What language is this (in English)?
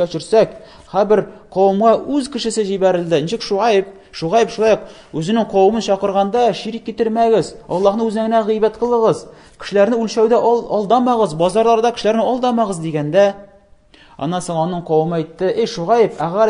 Tatar